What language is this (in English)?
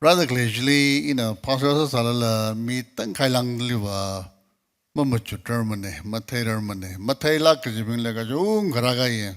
Tangkhul Naga (India)